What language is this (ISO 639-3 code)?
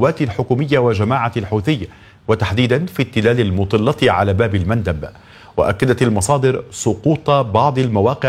ara